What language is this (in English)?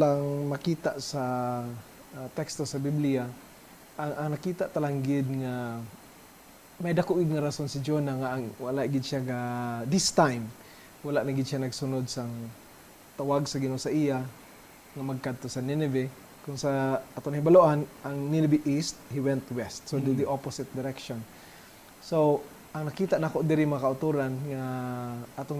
Hiligaynon